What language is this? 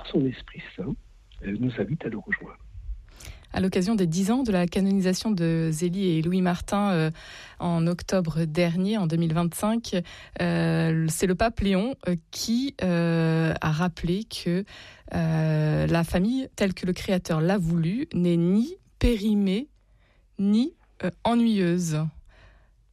French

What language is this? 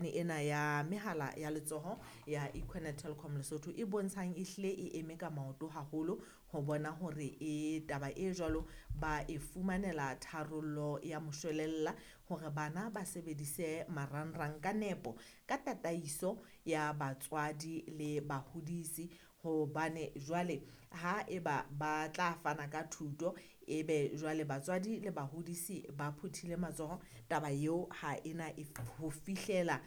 Southern Sotho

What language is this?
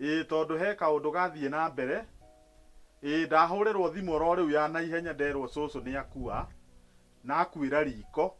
Kikuyu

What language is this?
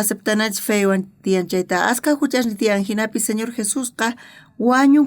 South Bolivian Quechua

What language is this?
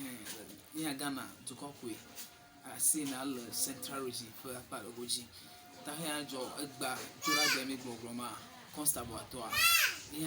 Ewe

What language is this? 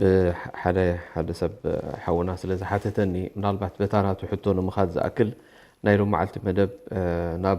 Tigrinya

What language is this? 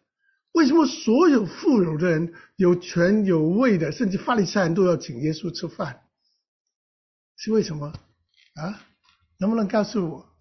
Chinese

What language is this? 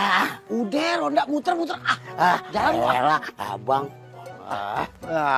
Betawi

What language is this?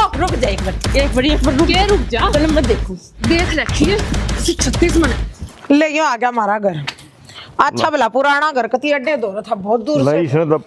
Haryanvi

